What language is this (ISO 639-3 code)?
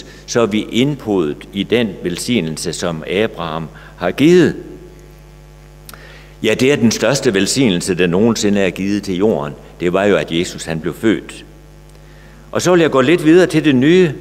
dan